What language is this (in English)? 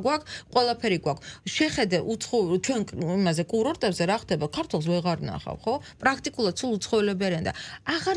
Georgian